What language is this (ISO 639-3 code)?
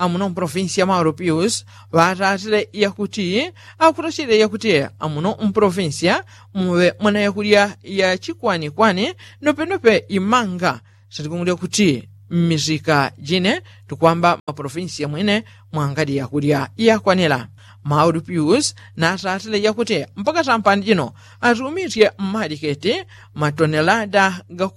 yao